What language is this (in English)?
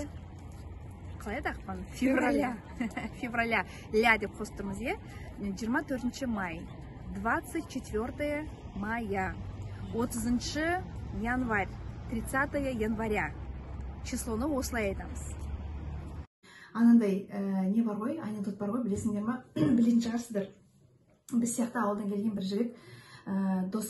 Kazakh